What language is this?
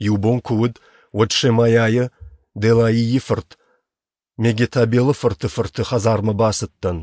Ossetic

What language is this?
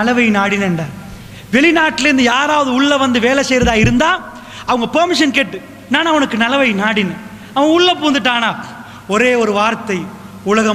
Tamil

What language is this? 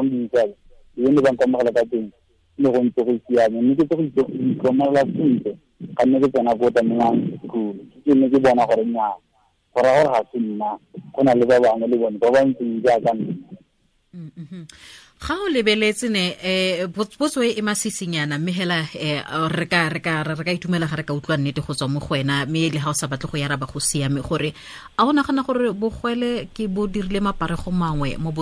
Tswana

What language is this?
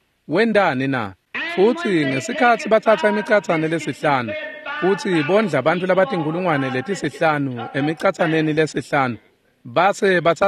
Swati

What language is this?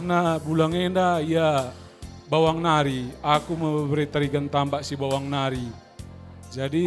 Batak Karo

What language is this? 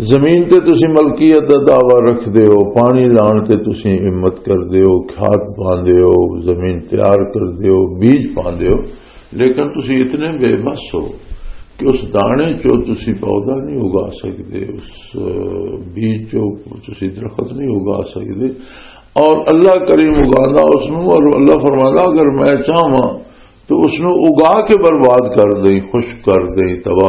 Western Panjabi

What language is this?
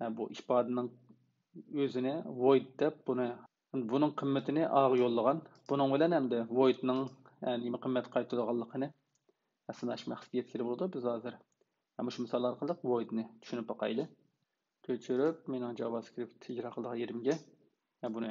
Uyghur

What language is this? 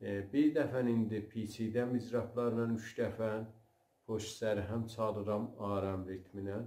South Azerbaijani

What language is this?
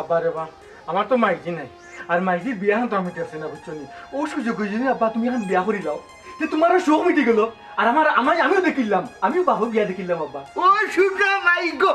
Sylheti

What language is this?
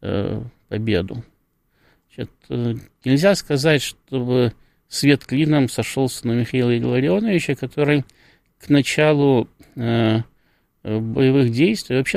Russian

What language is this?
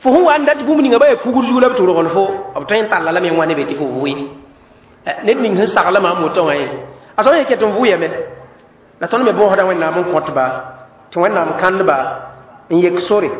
Mossi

